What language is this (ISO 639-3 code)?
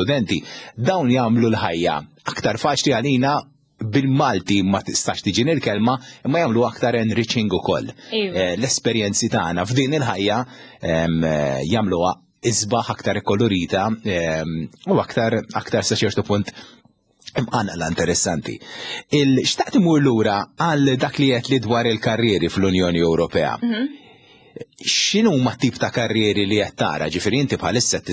mlt